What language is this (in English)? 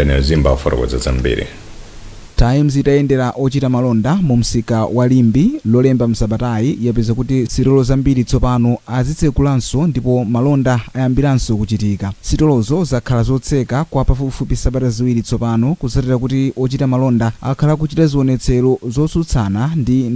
Nyanja